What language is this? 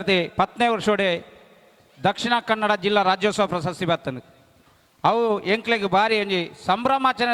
Tulu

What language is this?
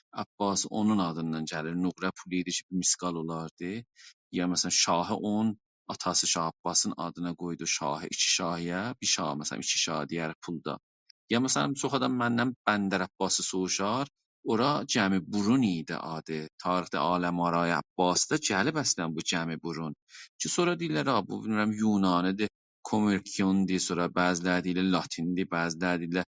South Azerbaijani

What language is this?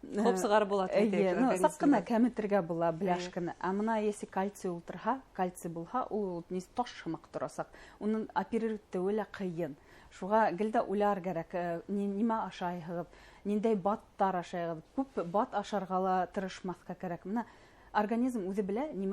Bashkir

